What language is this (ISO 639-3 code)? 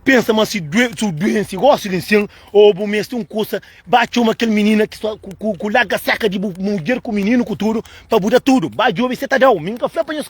kea